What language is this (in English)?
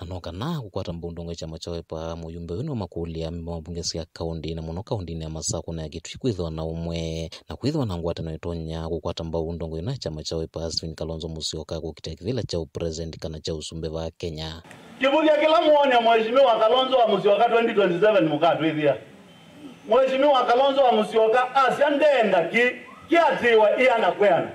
Kamba